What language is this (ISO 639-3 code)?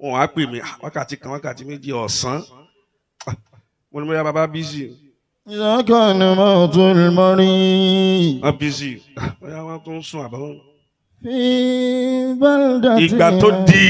yor